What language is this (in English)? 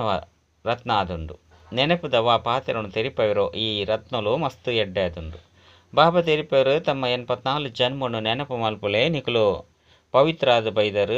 Tulu